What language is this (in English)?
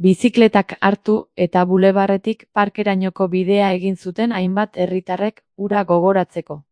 Basque